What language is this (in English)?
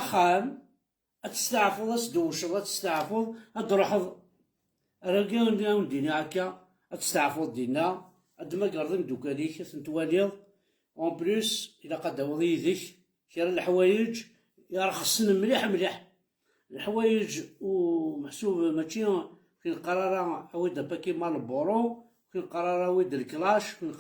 Kabyle